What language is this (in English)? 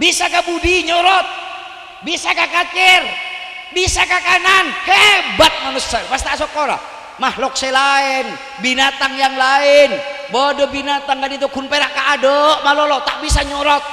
Madurese